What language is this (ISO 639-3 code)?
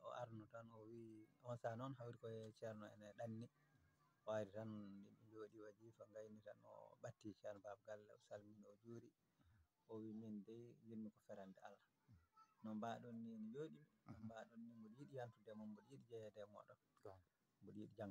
ful